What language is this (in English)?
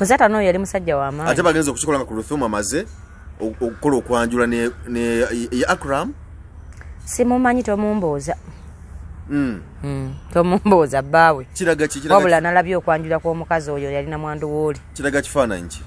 Ganda